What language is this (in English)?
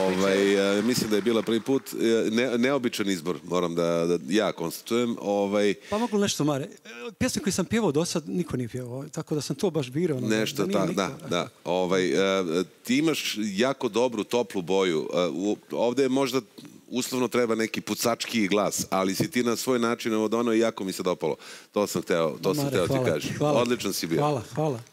Serbian